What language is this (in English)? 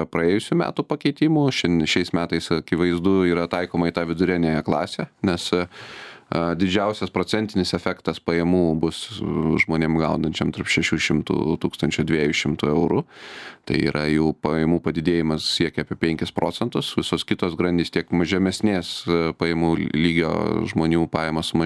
Lithuanian